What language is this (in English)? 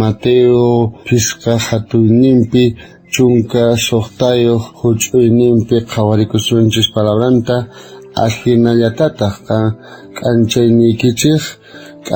South Bolivian Quechua